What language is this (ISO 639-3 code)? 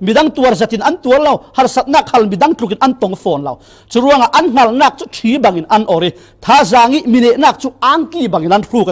cfm